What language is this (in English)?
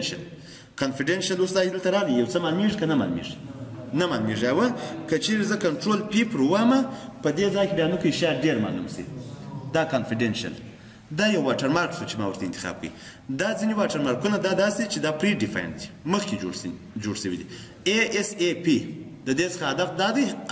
Pashto